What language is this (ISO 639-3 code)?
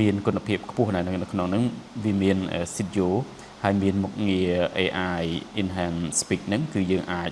khm